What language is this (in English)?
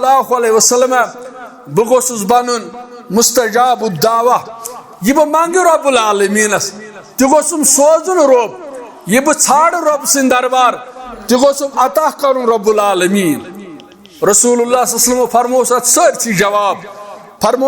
Kashmiri